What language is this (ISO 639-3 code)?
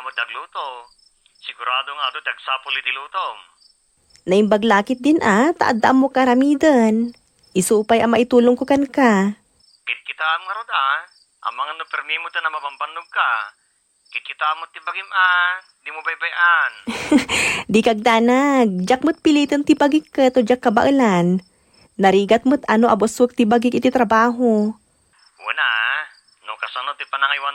ilo